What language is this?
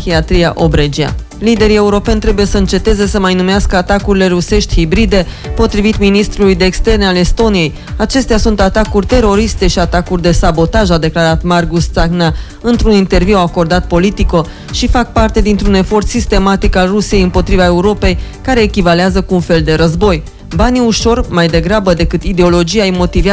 Romanian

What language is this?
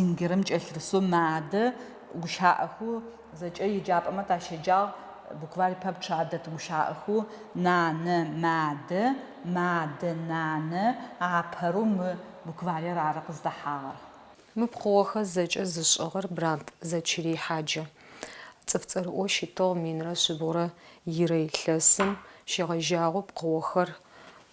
Adyghe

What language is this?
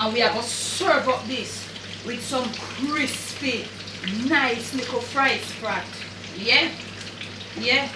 Jamaican Creole English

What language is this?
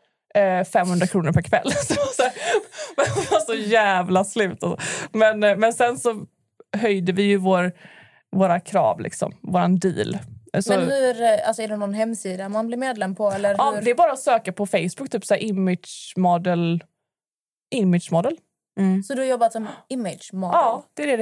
Swedish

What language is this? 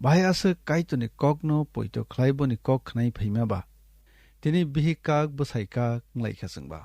Kok Borok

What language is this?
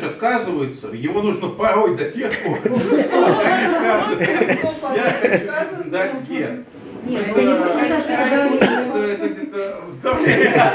Russian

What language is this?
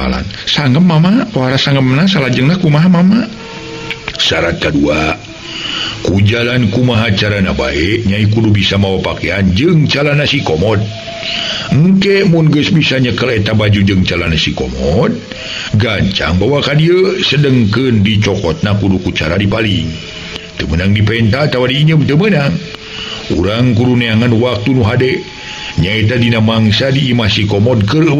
Sundanese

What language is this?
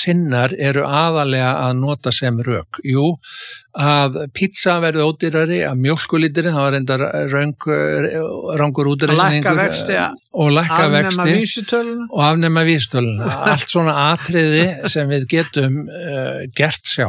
Icelandic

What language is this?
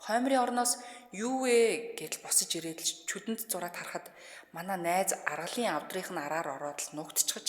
Mongolian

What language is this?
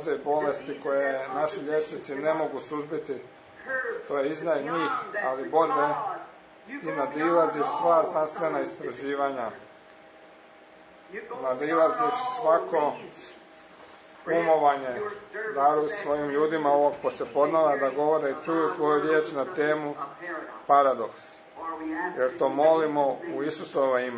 Croatian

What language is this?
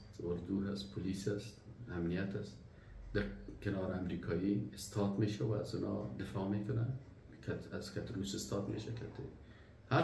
Persian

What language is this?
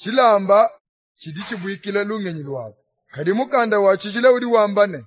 Luba-Lulua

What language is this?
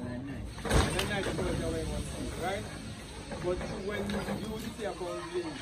Jamaican Creole English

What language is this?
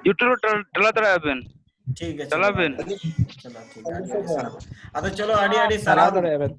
Santali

